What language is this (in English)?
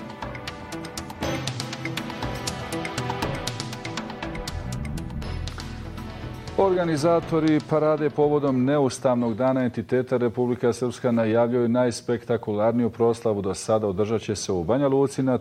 Bosnian